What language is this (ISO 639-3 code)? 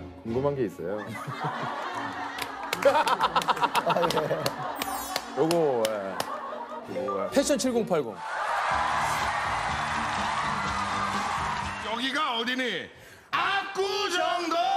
kor